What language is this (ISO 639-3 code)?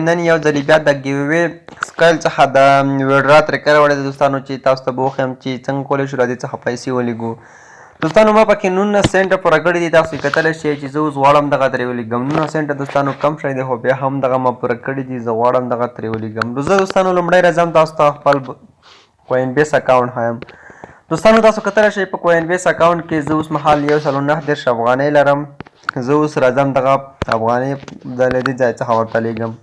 pus